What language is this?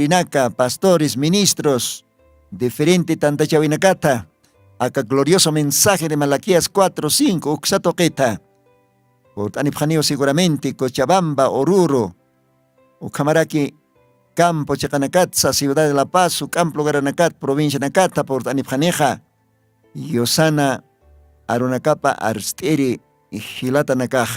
Aymara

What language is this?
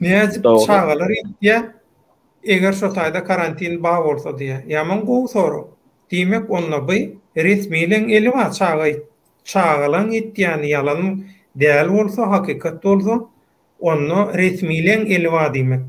Turkmen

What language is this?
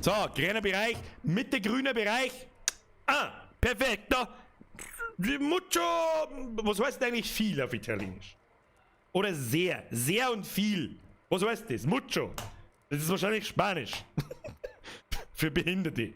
Bavarian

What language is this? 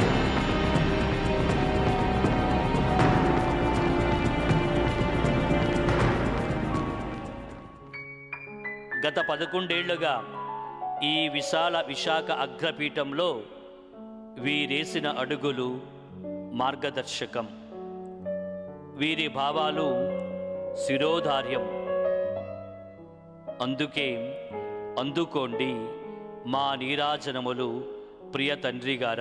Telugu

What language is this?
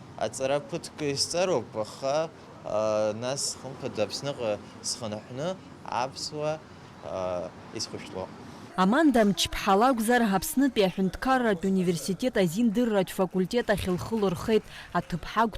Abkhazian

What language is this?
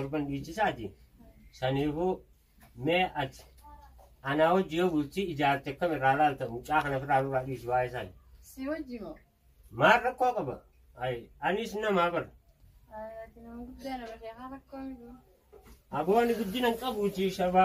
Oromo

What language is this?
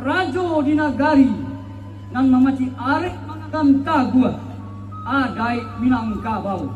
Minangkabau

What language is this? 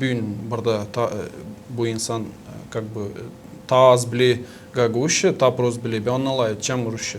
Gagauz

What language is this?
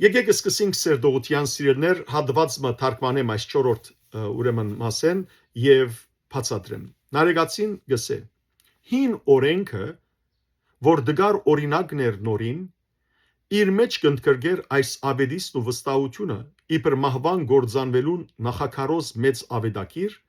Western Armenian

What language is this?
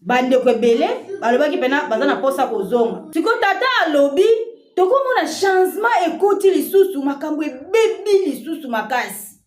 Lingala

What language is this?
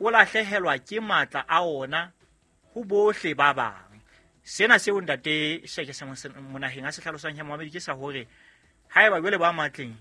Southern Sotho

